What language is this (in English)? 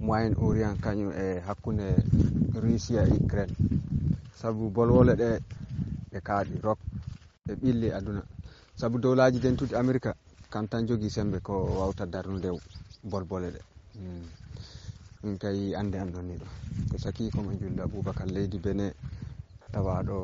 Fula